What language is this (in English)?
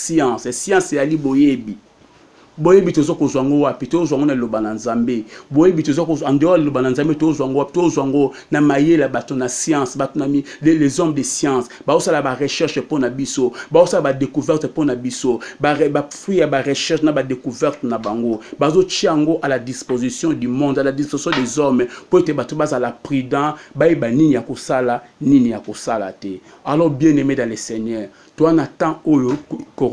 Lingala